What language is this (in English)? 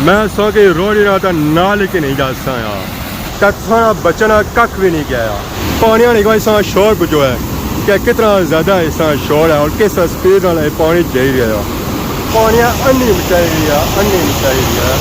Pahari-Potwari